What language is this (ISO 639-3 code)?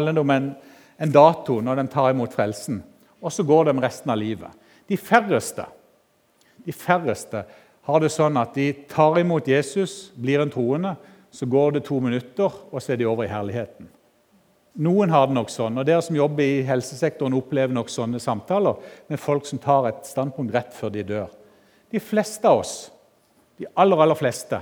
nor